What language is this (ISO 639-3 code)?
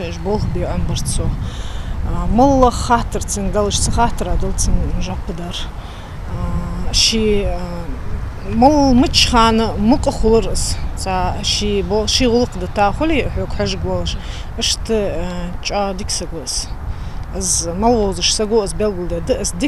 inh